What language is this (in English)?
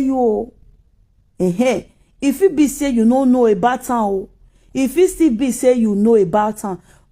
Nigerian Pidgin